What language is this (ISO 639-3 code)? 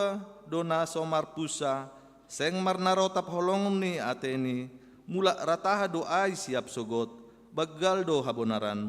bts